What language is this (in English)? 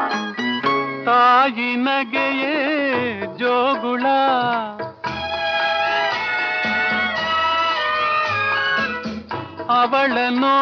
Kannada